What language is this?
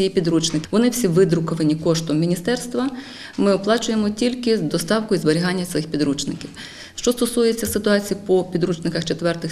Ukrainian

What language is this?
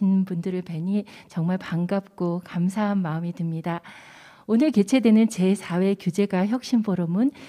Korean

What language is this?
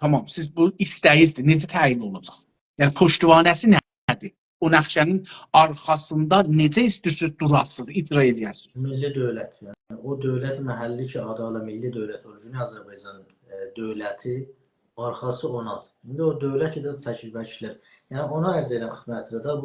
South Azerbaijani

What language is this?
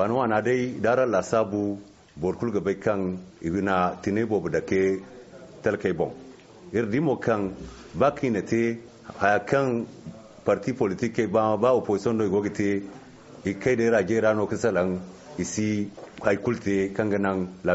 Zarma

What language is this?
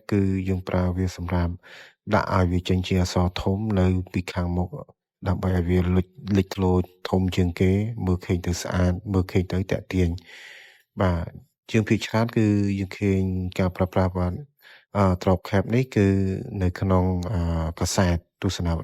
Khmer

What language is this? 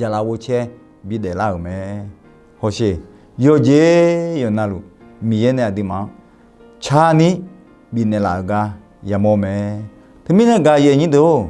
Akha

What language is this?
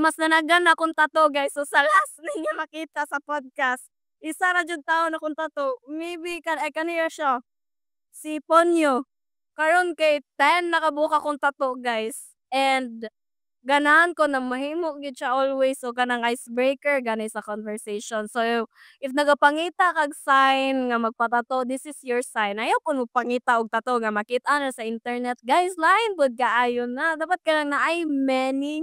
Cebuano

